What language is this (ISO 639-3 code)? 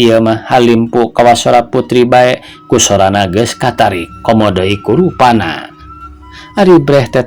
sun